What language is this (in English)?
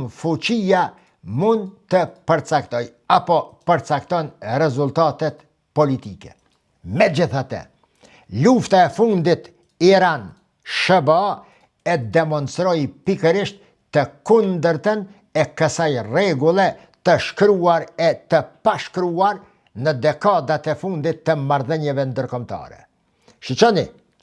Albanian